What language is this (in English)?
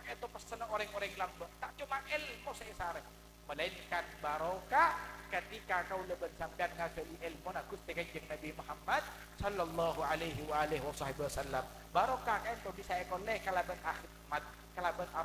Madurese